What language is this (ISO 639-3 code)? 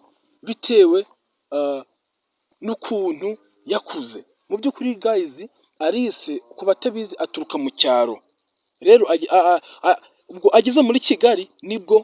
kin